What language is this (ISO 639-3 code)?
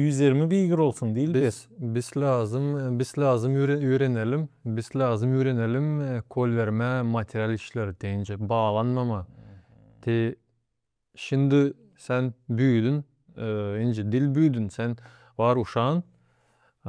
gag